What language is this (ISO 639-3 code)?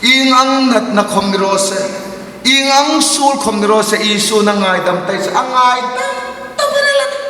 hmr